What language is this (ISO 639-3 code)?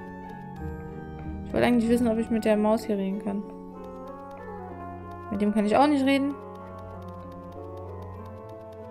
deu